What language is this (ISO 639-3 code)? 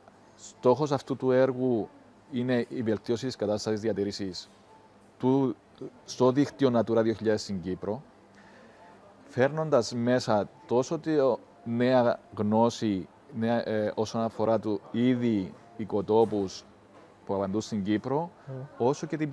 ell